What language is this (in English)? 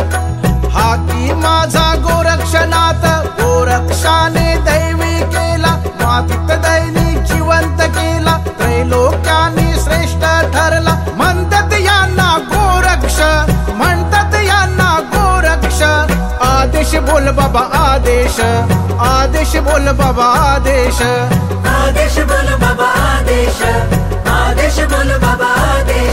Marathi